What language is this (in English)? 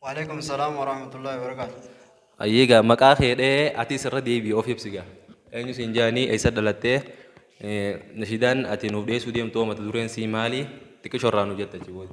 Oromo